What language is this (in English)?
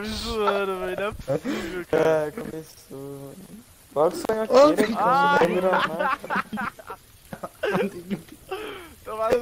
Portuguese